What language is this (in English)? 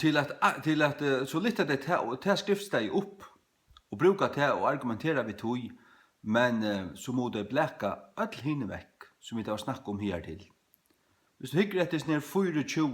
Faroese